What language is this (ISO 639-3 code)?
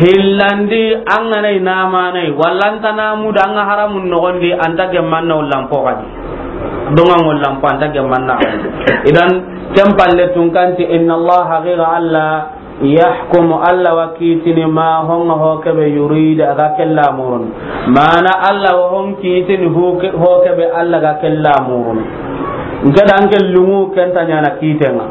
snk